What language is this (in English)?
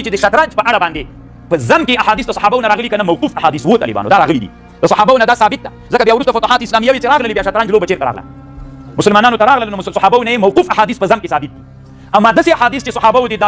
Pashto